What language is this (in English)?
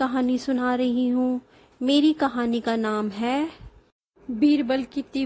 Hindi